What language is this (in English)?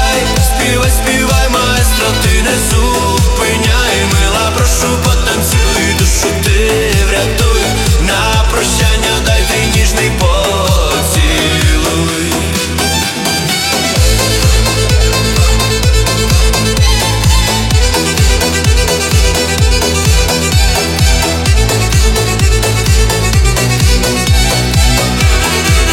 Ukrainian